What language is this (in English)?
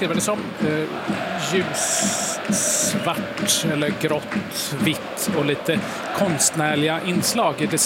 Swedish